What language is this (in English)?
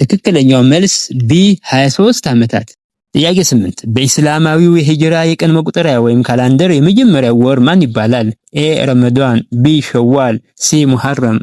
Amharic